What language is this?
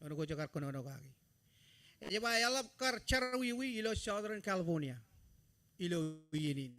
Marshallese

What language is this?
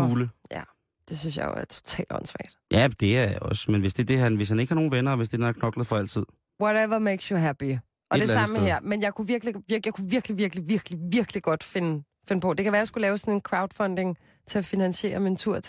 Danish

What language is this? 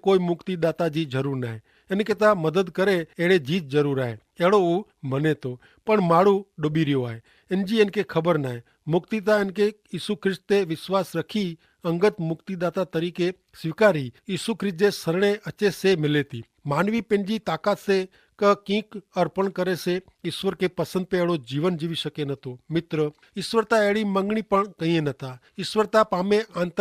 Kachhi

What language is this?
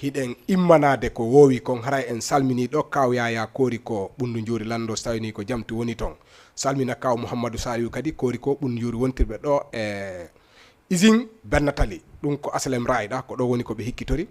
Fula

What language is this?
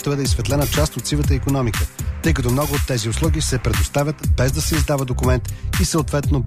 Bulgarian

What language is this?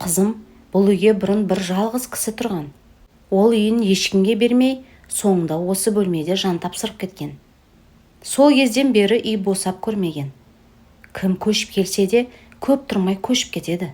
Kazakh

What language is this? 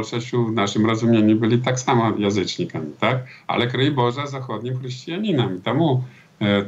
Belarusian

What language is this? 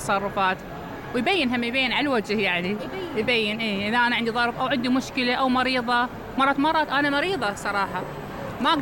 Mesopotamian Arabic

